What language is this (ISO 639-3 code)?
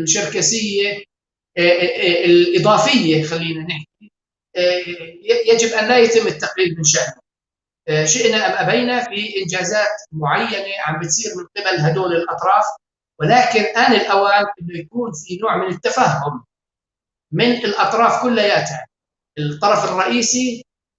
apc